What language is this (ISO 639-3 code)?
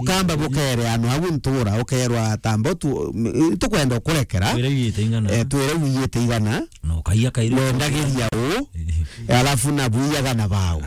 mer